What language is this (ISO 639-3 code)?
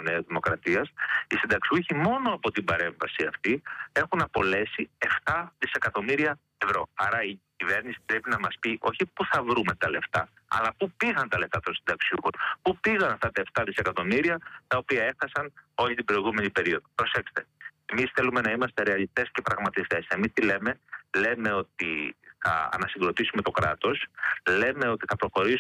ell